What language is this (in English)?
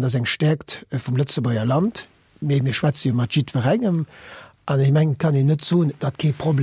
Luxembourgish